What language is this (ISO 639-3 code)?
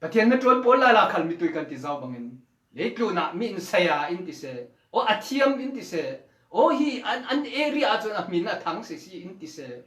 cfm